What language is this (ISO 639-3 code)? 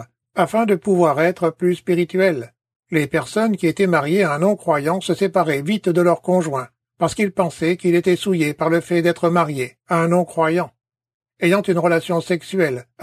fra